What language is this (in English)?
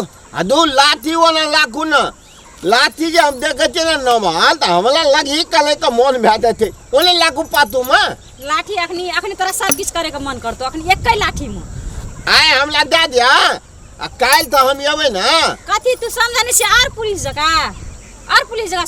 Maithili